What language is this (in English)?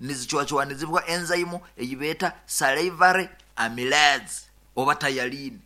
Nyoro